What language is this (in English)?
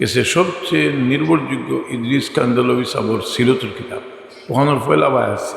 Sylheti